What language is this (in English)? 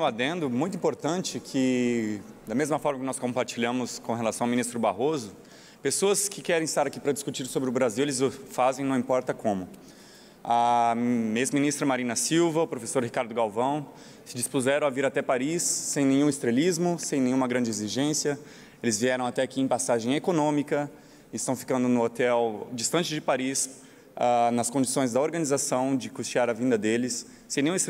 Portuguese